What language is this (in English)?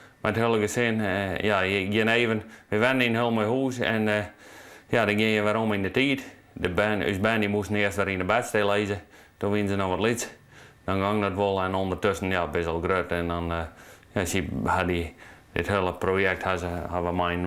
Western Frisian